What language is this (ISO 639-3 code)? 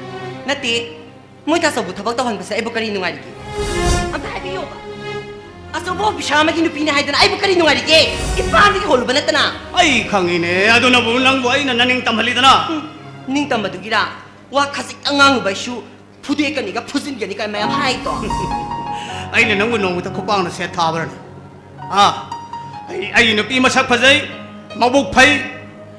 mni